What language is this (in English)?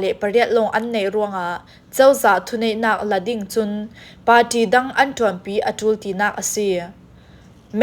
Falam Chin